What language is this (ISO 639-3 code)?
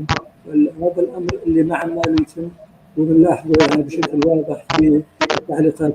apc